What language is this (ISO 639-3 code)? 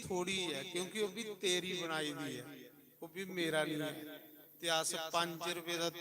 doi